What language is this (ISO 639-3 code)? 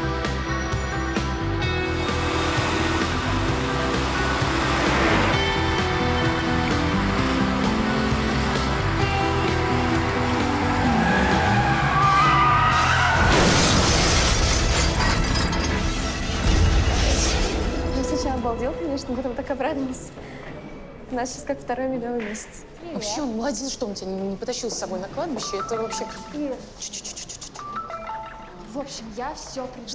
rus